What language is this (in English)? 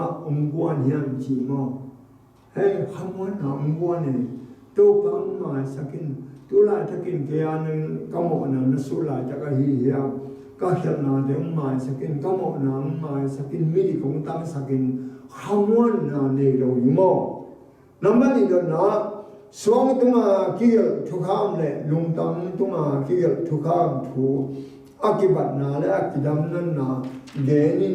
Tedim Chin